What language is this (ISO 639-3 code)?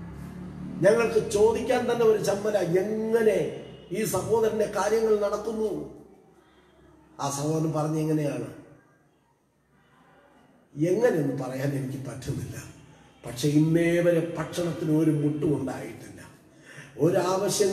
mal